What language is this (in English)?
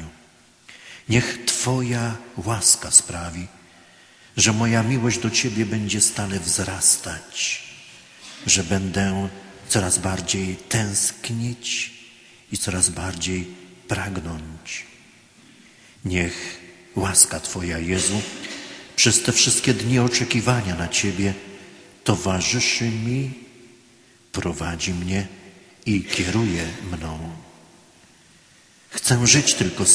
Polish